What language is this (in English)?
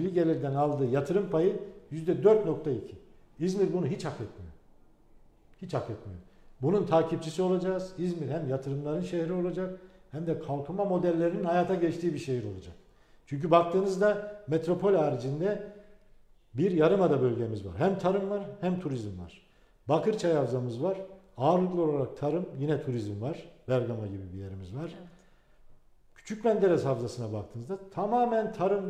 Turkish